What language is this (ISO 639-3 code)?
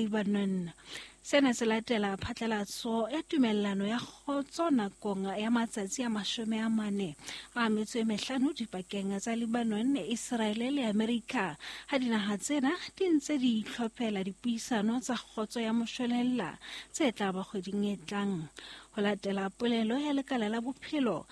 sot